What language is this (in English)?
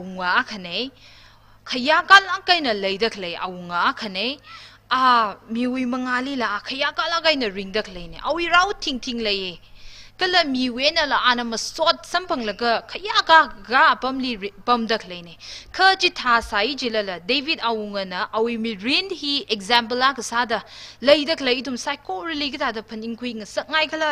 Tangkhul Naga (India)